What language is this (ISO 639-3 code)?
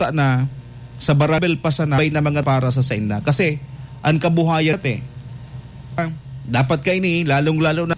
bik